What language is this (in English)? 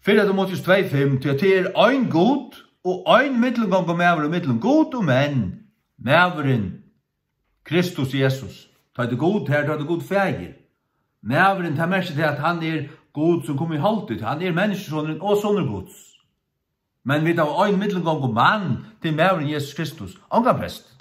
Faroese